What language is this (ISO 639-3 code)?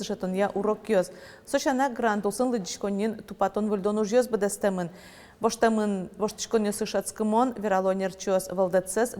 udm